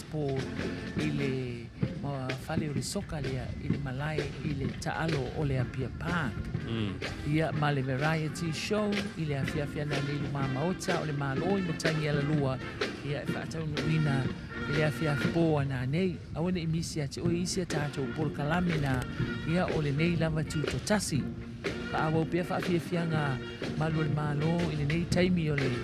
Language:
Samoan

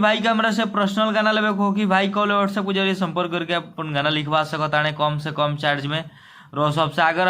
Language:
Bhojpuri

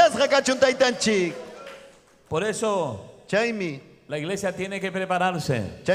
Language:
Ayacucho Quechua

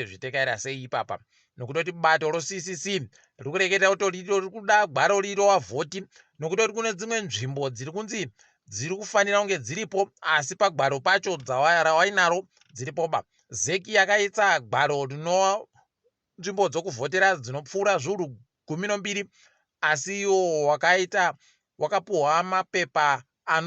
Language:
Ndau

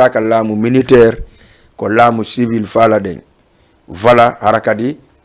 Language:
Fula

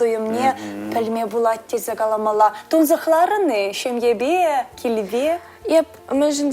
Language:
Chuvash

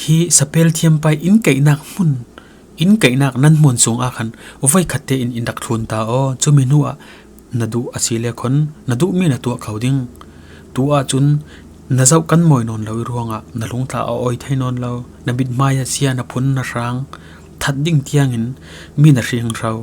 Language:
Falam Chin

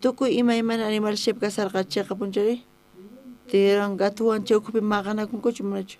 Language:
South Bolivian Quechua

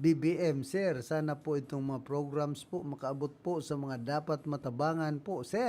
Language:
Bikol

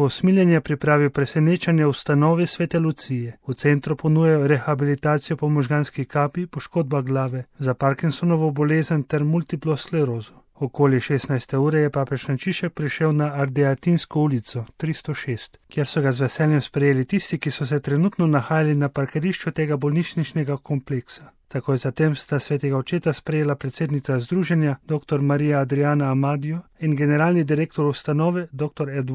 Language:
Slovenian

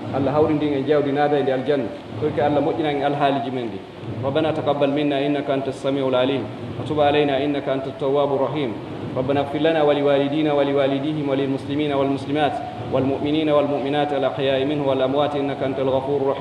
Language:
Pular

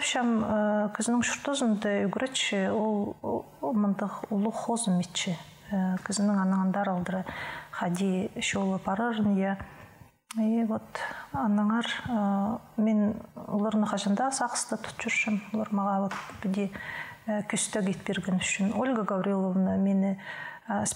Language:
Khakas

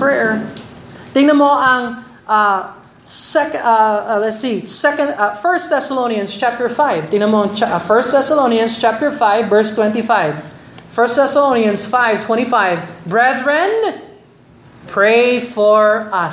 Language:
Filipino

